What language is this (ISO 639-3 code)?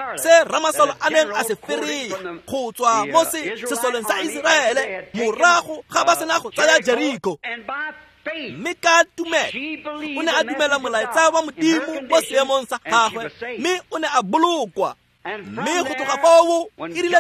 tsn